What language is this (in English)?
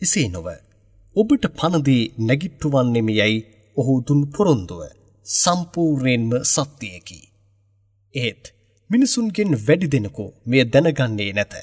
Sinhala